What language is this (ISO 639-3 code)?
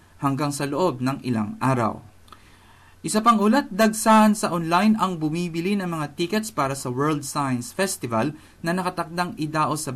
fil